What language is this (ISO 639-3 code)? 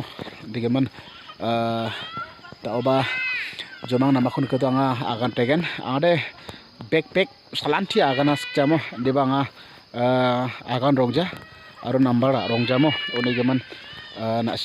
grt